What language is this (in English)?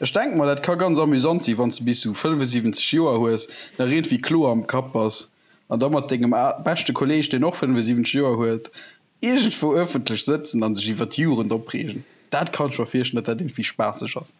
Luxembourgish